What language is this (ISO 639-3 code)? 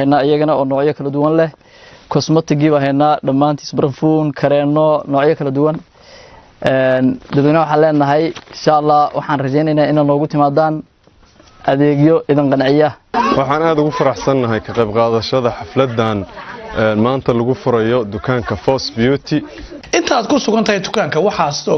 som